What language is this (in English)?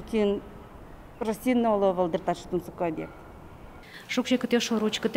Udmurt